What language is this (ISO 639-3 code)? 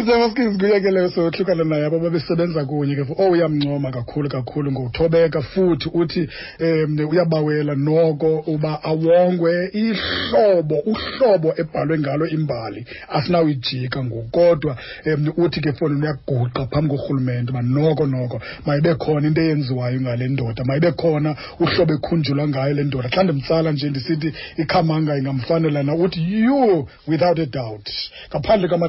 xho